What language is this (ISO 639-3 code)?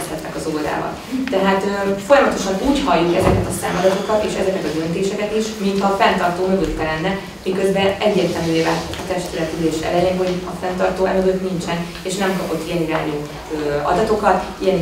hun